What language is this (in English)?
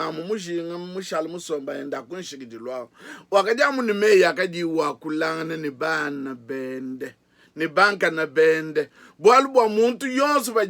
Luba-Lulua